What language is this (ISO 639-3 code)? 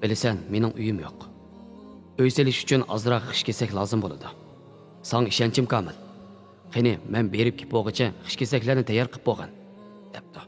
uig